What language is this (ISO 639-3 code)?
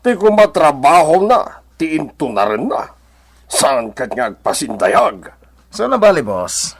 ilo